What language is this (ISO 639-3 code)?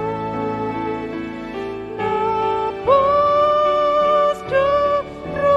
bbc